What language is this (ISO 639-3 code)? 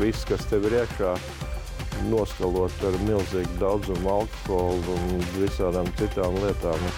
lav